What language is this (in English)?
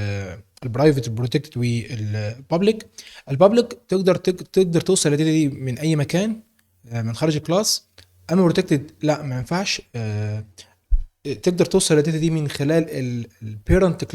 Egyptian Arabic